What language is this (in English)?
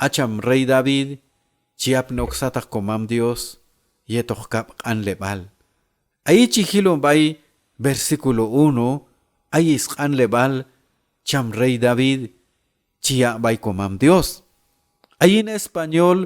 Q'anjob'al